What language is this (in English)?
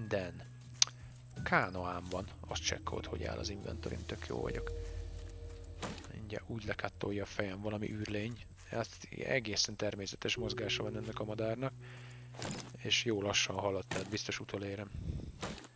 Hungarian